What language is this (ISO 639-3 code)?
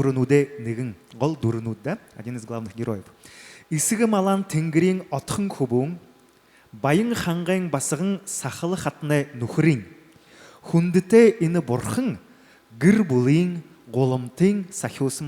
bua